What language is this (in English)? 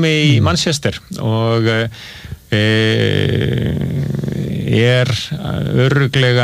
Icelandic